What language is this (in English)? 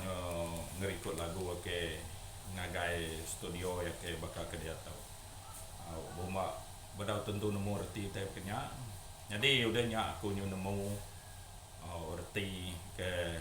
Iban